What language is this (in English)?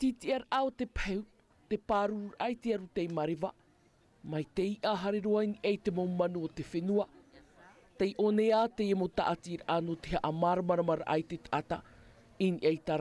Tahitian